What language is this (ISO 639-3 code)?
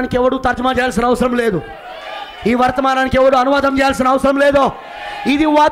tel